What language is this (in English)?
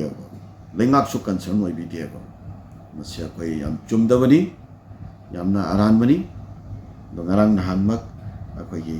Manipuri